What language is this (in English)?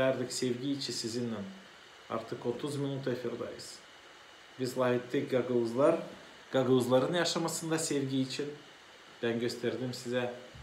Gagauz